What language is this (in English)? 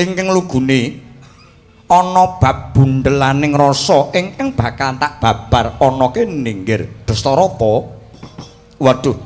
Javanese